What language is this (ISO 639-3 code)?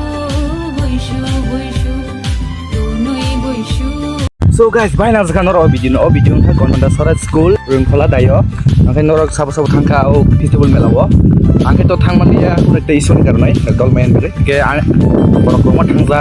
trp